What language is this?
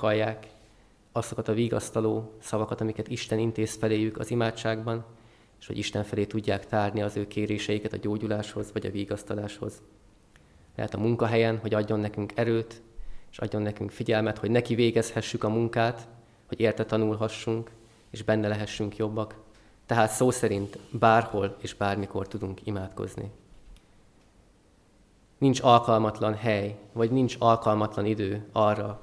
Hungarian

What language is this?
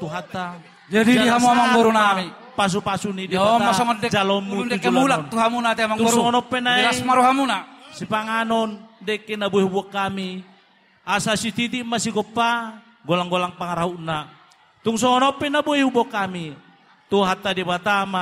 Batak Toba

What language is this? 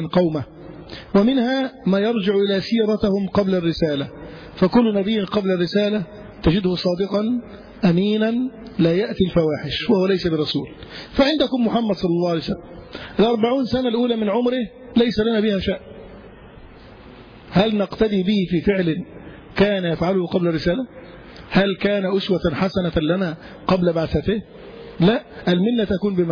Arabic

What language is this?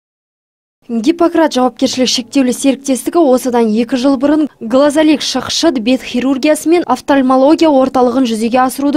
Kazakh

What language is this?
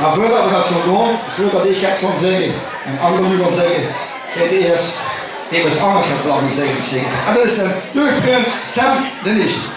Limburgish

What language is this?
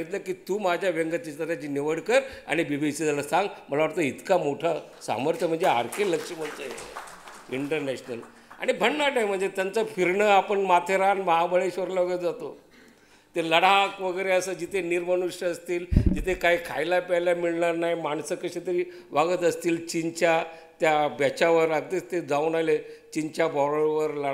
Marathi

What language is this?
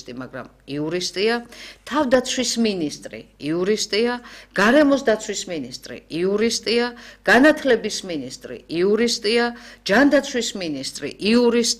Georgian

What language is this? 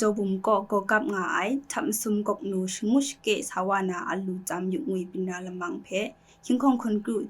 Kachin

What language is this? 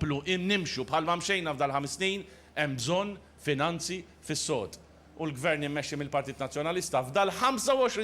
Maltese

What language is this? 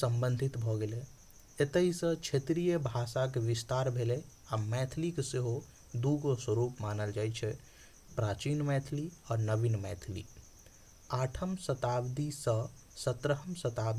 Maithili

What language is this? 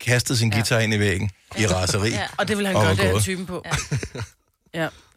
Danish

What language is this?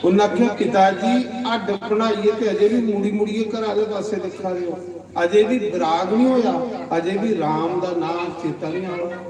Dogri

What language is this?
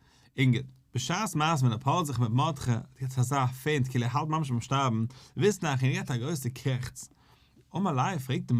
Yiddish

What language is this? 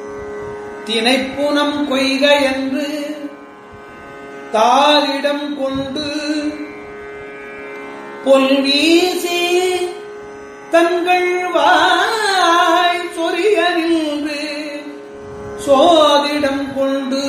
Tamil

